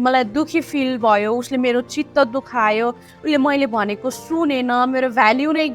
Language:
Nepali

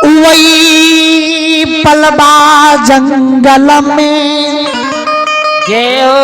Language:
Maithili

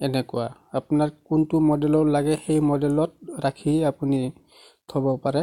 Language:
Assamese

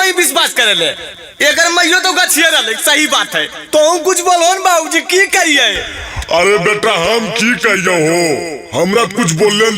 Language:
Magahi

